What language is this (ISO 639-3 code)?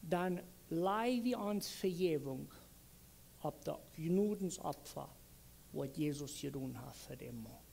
pdt